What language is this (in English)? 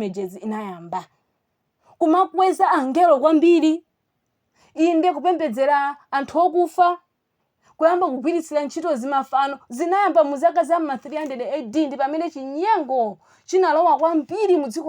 Nyanja